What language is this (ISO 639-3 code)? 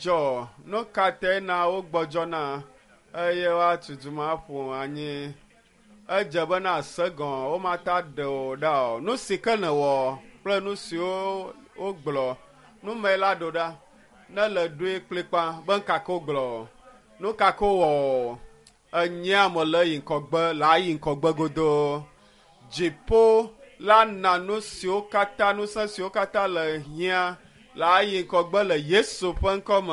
ewe